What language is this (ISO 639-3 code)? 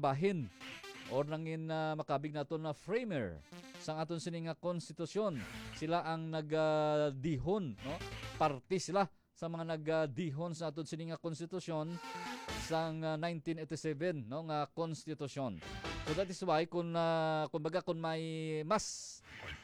hil